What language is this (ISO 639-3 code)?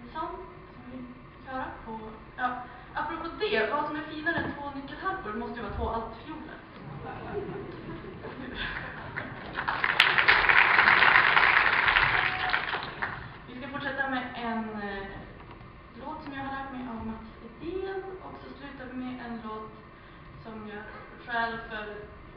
swe